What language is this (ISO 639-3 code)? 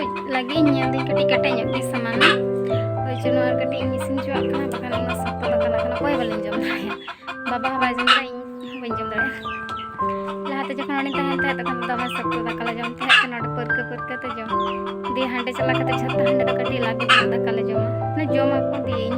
sat